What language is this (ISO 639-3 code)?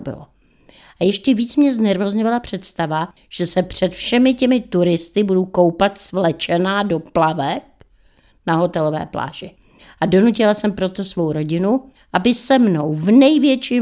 ces